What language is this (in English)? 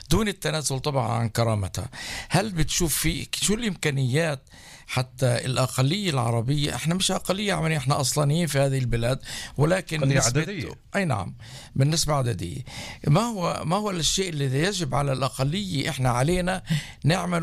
North Levantine Arabic